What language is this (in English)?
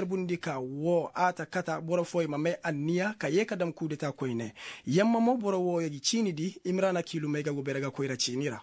Koyraboro Senni